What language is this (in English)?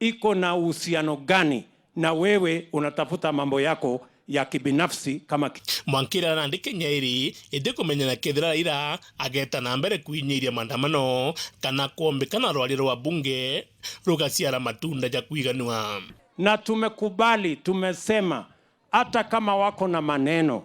Meru